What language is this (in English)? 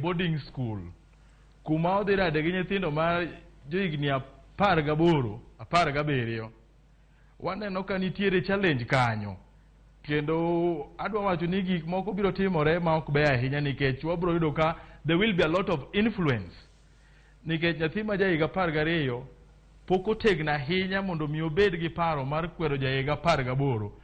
Luo (Kenya and Tanzania)